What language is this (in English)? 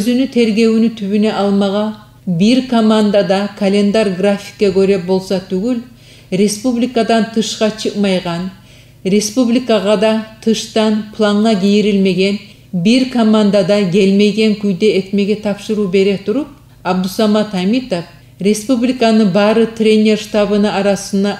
Kumyk